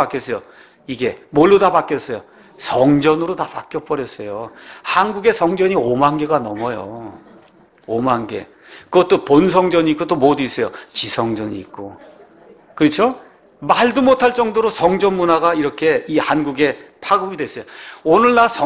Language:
Korean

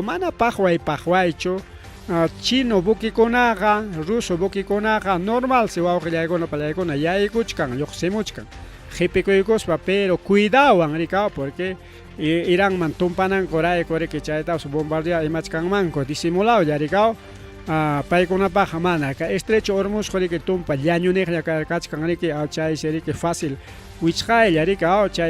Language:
Ayacucho Quechua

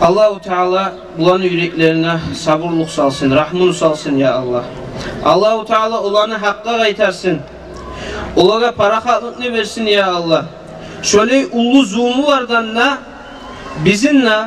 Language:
Kumyk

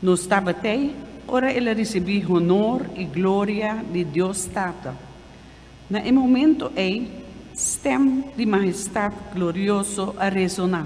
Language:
Papiamento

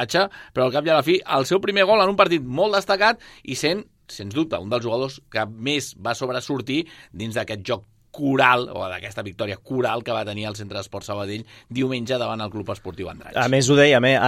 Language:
Catalan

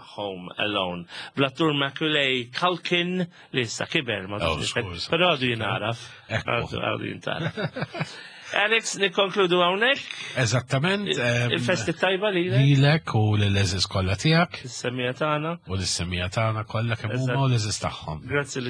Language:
Maltese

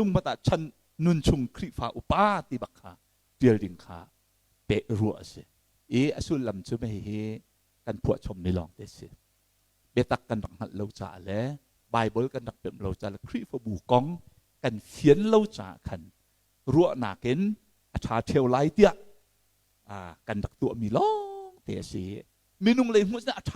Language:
Hakha Chin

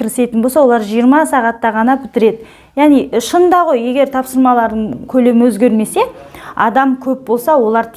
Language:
Kazakh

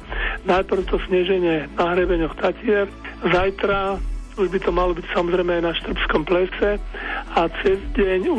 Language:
Slovak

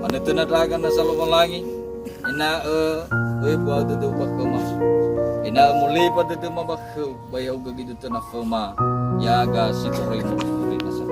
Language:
Nias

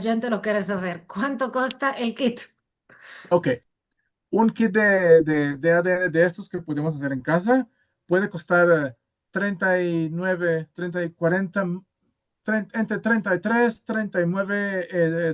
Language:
Ladino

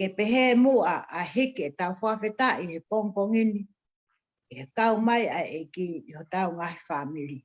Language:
Tongan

